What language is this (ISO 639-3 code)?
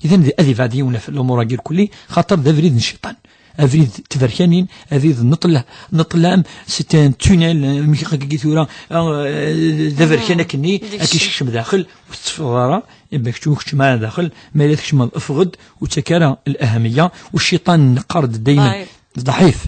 kab